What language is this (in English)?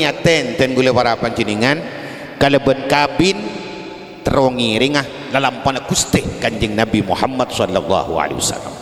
Madurese